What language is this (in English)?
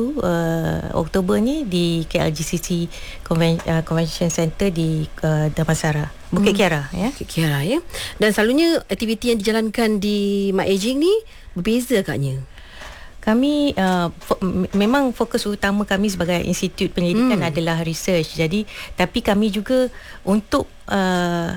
Malay